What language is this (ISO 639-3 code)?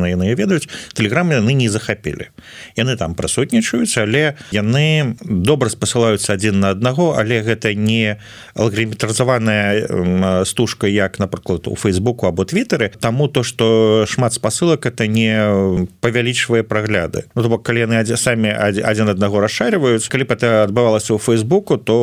bel